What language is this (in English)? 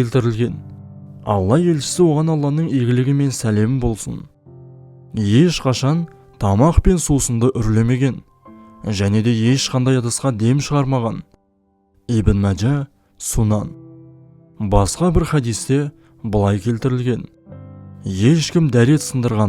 Kazakh